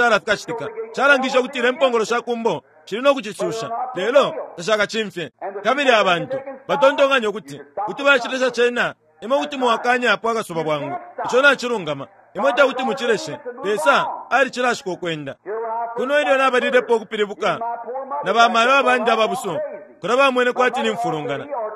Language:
Bemba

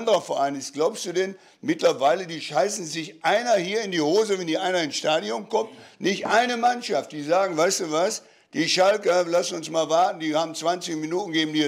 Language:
German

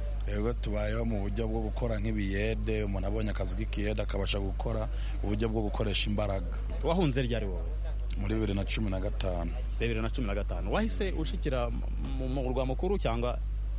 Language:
Kinyarwanda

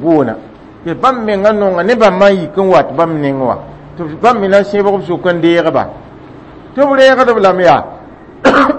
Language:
Mossi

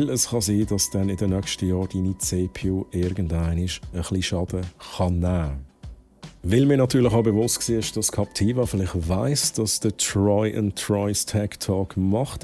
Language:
Swiss German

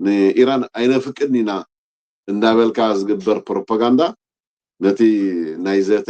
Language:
Tigrinya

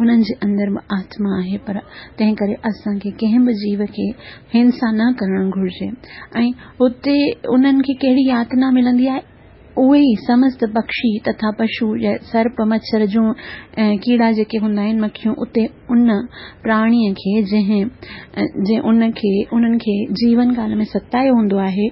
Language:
Sindhi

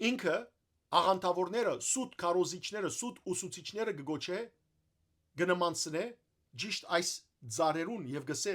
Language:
Western Armenian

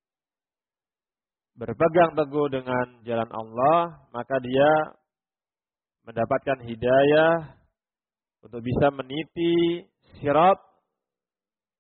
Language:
Indonesian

